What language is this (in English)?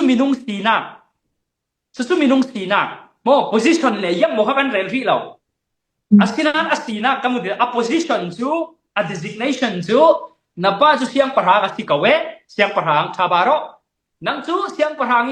Falam Chin